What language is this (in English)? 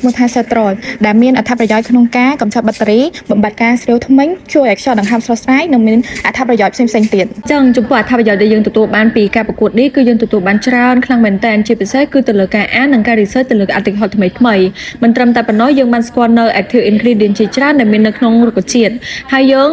Khmer